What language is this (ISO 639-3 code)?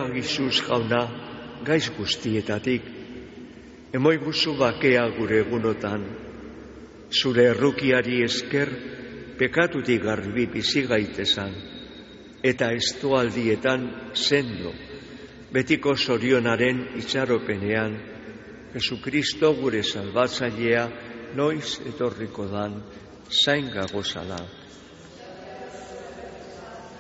eus